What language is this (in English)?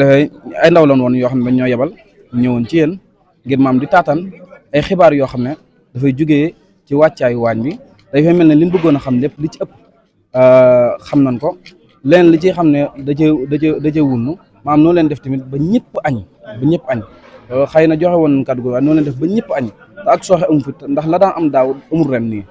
Wolof